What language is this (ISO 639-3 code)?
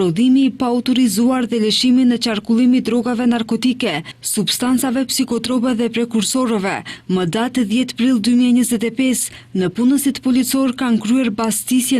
sqi